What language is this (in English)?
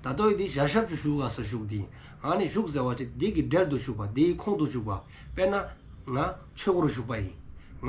Dzongkha